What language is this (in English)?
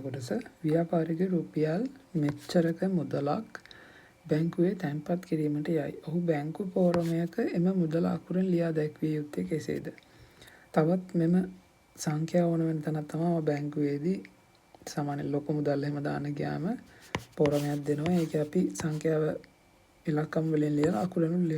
Sinhala